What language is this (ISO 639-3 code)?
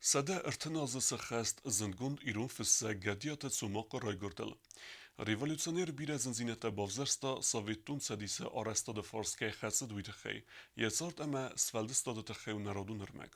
oss